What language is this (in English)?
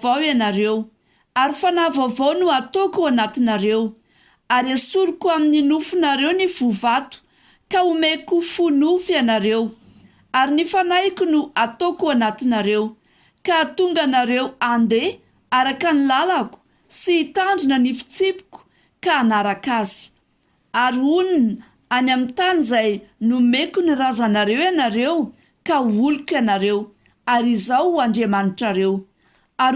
Malagasy